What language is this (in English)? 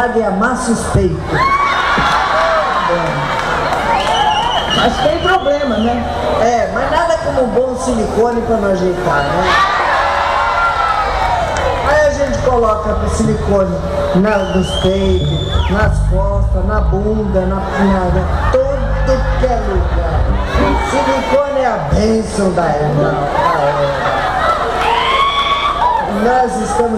Portuguese